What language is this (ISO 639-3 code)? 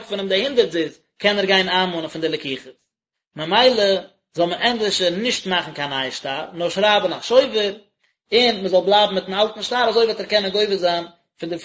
yid